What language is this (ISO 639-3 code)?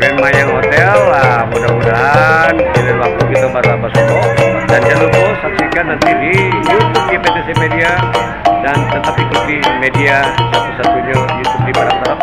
min